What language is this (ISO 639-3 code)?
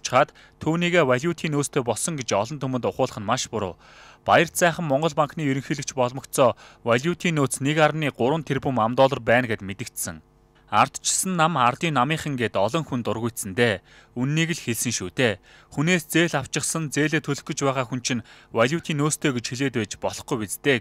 mon